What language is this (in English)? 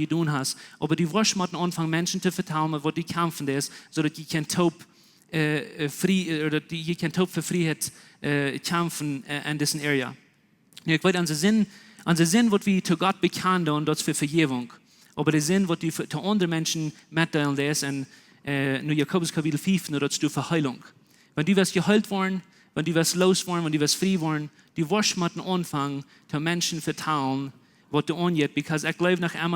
Plautdietsch